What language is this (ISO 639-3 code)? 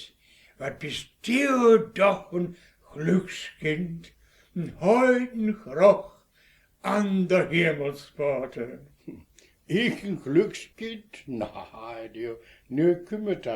wep